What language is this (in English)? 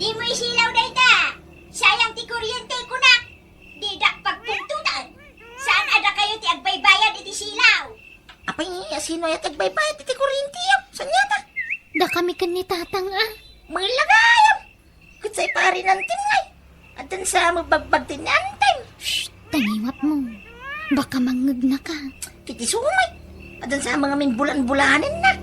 Iloko